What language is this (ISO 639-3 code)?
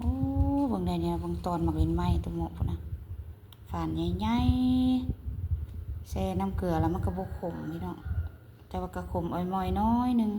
lao